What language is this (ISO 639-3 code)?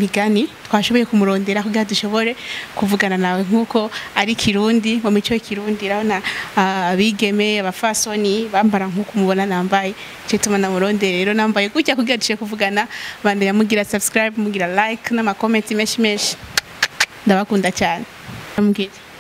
run